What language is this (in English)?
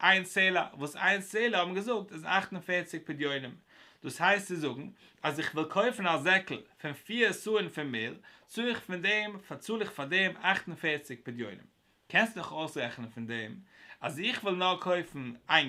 Yiddish